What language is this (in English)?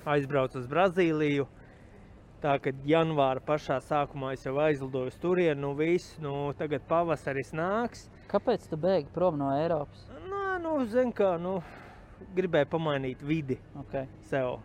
Latvian